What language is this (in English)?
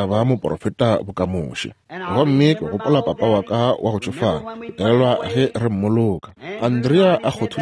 Northern Sotho